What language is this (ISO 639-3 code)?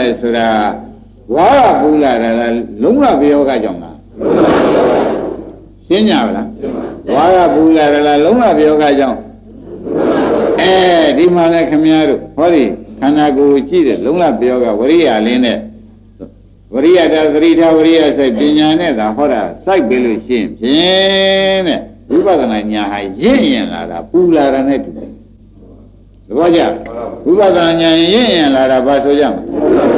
mya